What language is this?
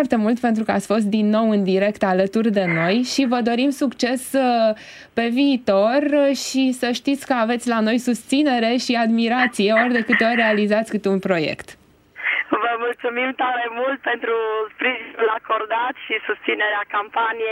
Romanian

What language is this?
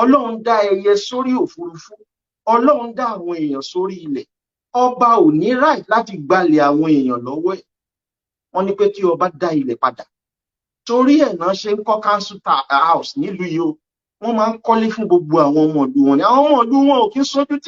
Yoruba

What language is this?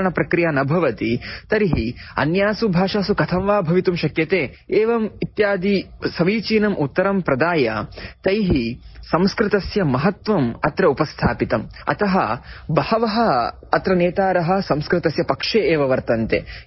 Sanskrit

